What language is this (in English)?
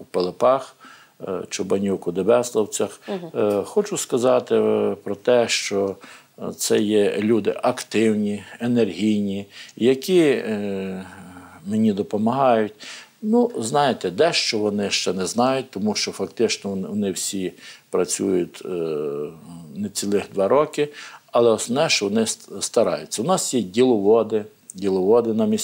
Ukrainian